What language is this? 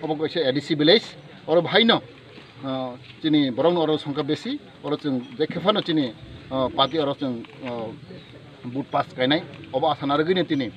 Kok Borok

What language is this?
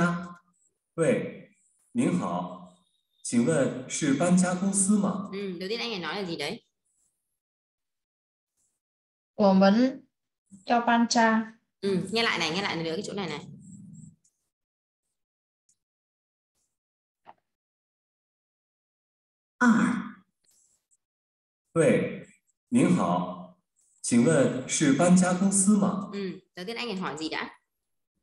Vietnamese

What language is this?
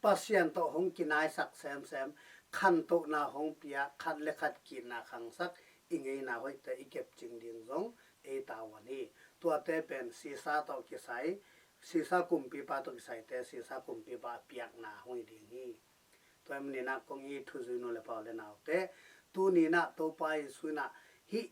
Tedim Chin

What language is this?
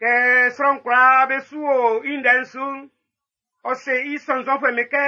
Baoulé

